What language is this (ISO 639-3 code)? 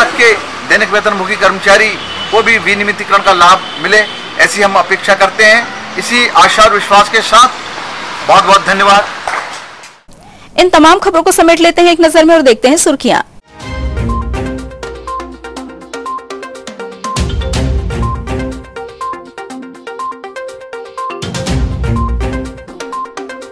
hin